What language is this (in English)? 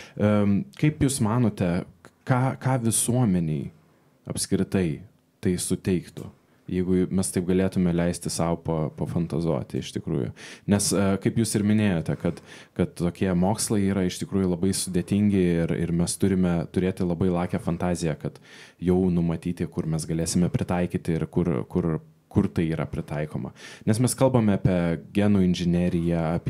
Lithuanian